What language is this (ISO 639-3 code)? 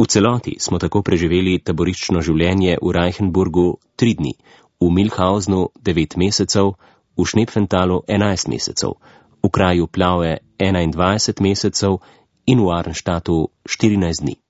slv